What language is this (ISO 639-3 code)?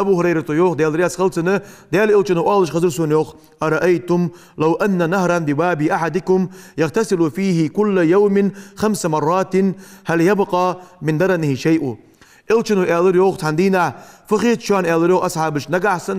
inh